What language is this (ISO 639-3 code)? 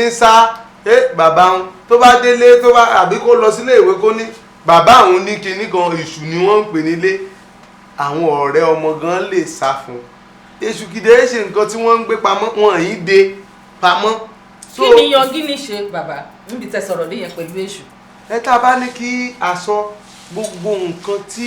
yor